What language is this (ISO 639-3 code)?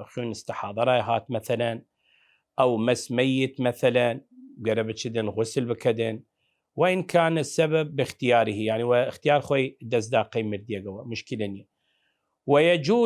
sdh